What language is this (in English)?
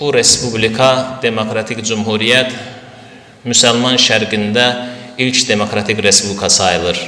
Azerbaijani